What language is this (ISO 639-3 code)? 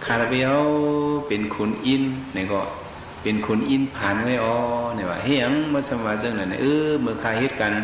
shn